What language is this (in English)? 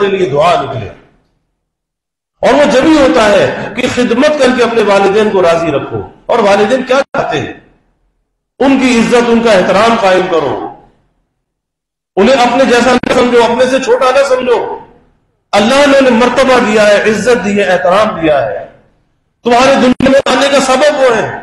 Urdu